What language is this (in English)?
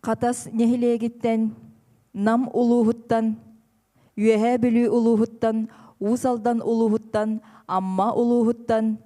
Yakut